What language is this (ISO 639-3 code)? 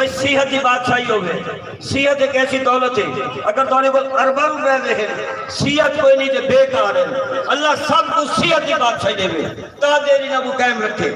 skr